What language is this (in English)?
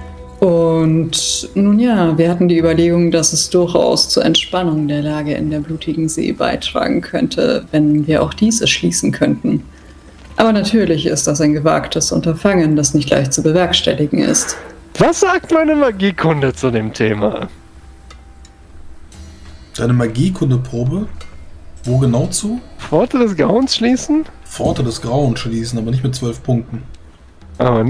German